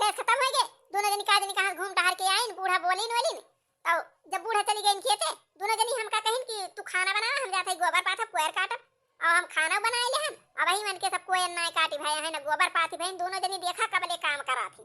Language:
Awadhi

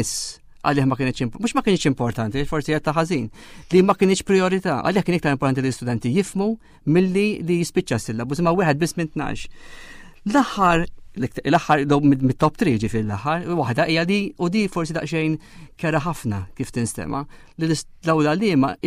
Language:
Maltese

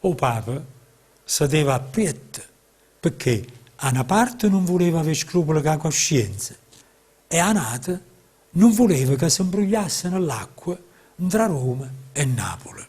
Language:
Neapolitan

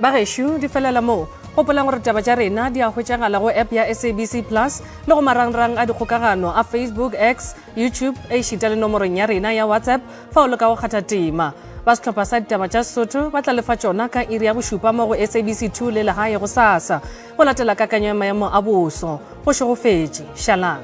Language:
Northern Sotho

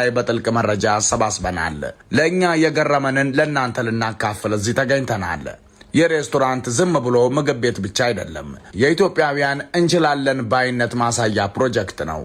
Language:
Amharic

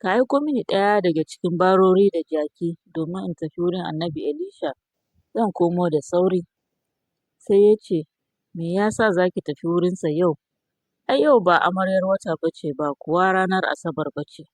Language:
Hausa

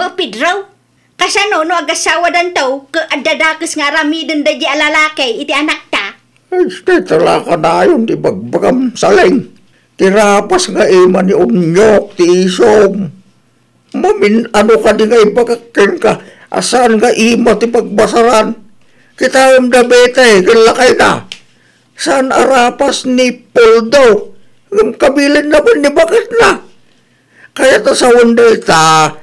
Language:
Iloko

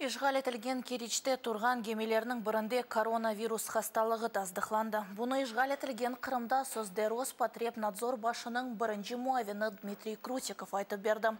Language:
Crimean Tatar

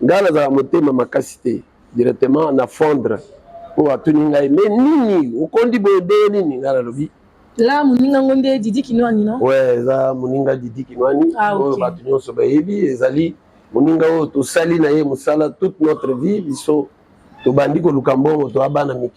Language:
Lingala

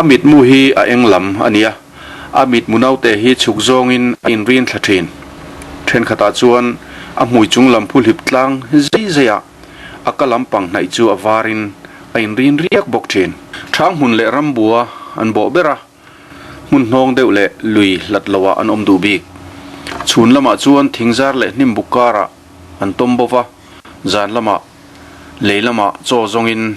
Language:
Mizo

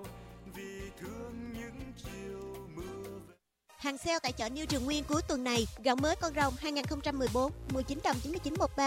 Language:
Vietnamese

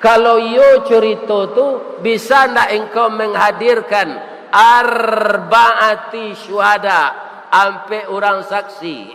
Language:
Minangkabau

